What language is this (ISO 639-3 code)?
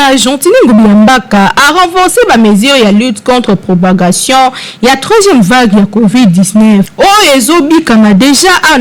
lin